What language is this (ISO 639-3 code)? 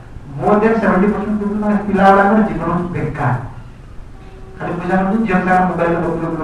ori